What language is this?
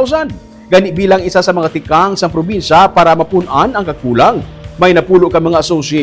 Hiligaynon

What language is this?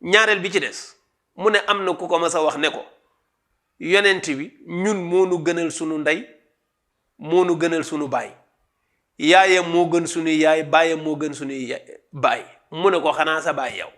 Wolof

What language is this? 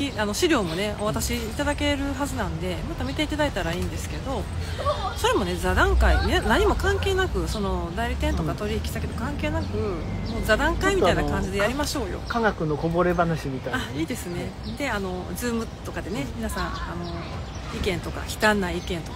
Japanese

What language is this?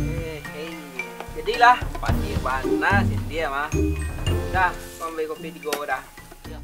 Minangkabau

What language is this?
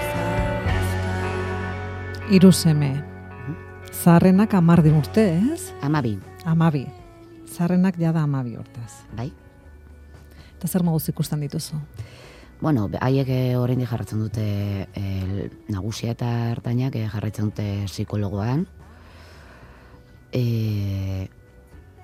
Basque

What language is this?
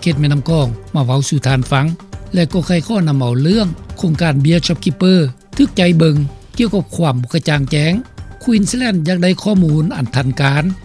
Lao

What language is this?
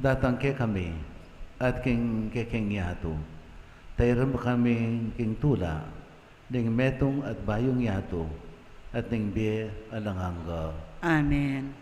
Pampanga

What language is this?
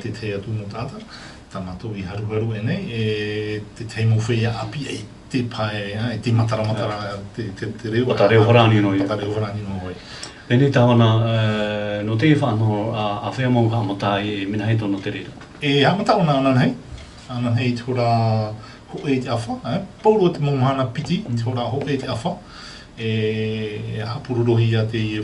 Tahitian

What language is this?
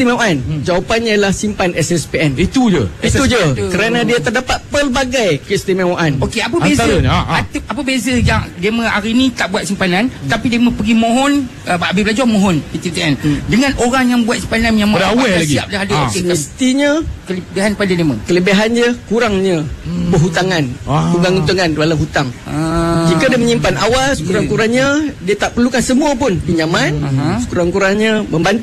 Malay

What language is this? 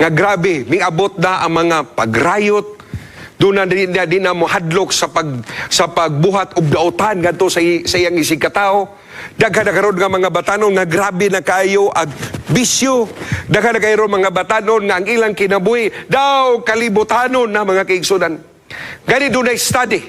Cebuano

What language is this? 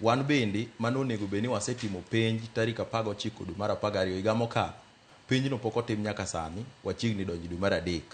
Luo (Kenya and Tanzania)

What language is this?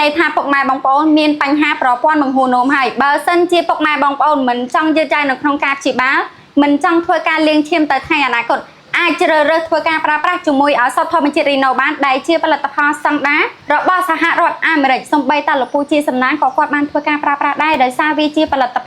Khmer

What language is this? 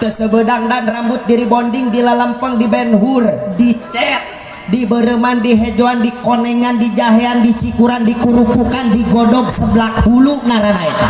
Sundanese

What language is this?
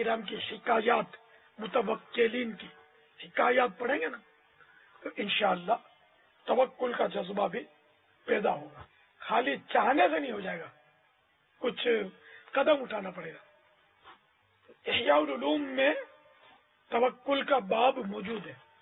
Urdu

